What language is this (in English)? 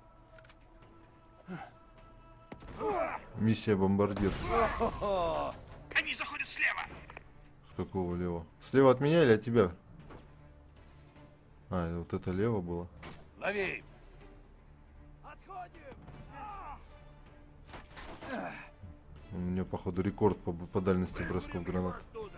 Russian